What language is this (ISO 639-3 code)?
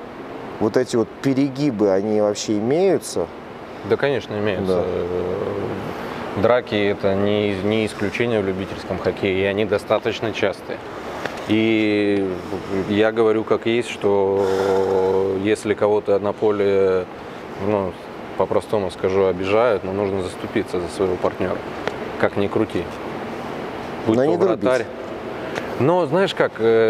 rus